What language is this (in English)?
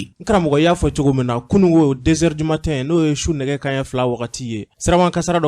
Bambara